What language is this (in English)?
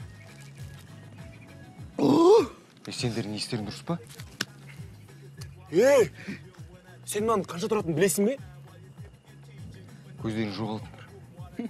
Kazakh